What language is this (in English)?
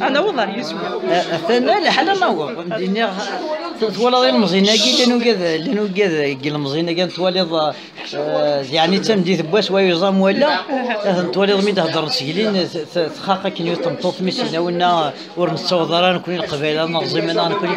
Kabyle